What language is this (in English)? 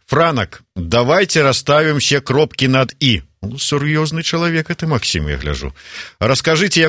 Belarusian